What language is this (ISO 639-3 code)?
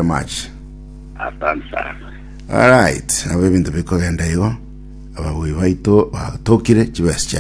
guz